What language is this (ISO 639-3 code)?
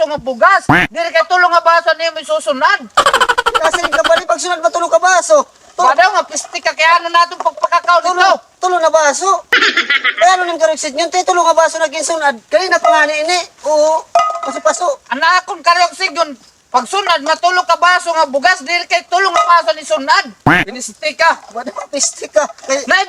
war